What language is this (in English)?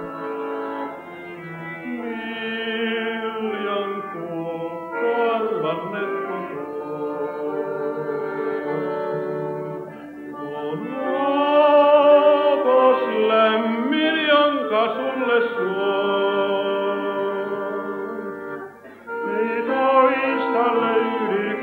Finnish